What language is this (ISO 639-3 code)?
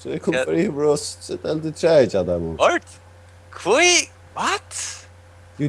fao